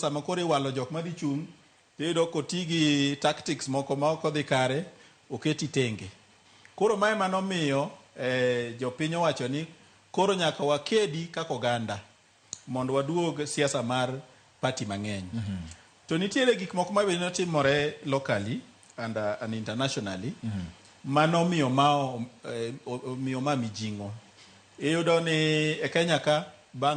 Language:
Luo (Kenya and Tanzania)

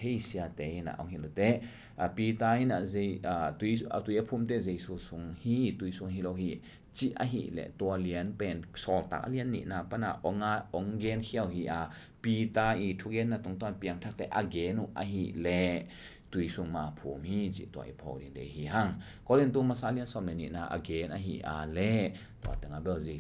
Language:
Tedim Chin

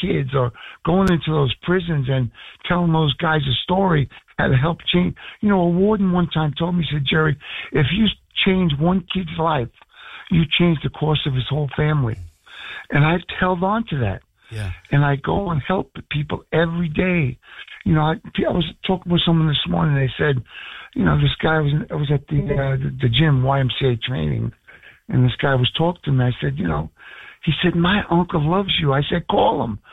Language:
English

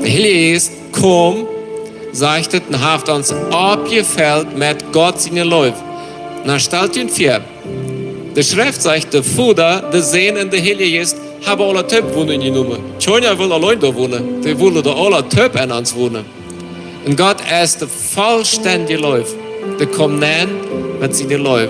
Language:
Plautdietsch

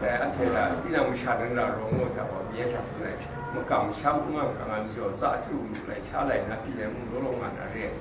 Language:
Kachin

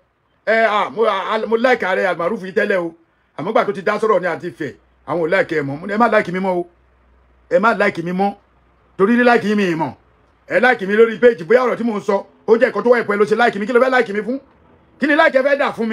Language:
Yoruba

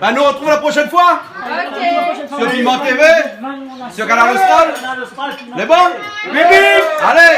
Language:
Réunion Creole French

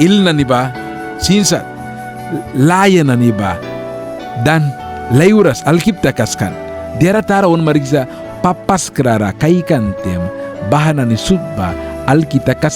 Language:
Mískito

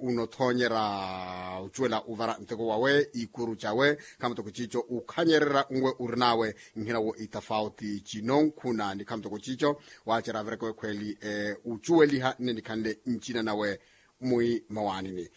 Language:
Makhuwa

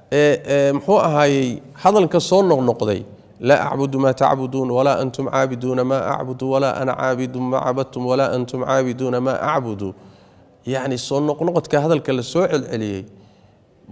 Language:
Somali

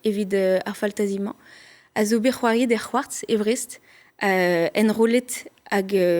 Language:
Breton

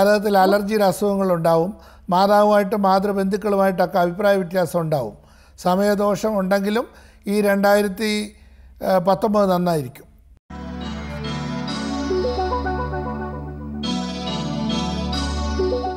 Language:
Malayalam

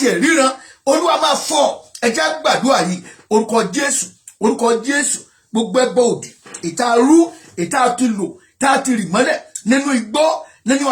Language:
Yoruba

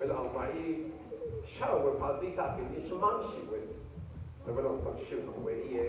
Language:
Rawang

